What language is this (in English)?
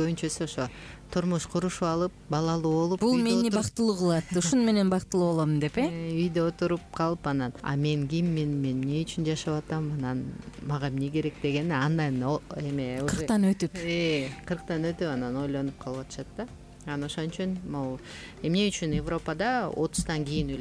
Kyrgyz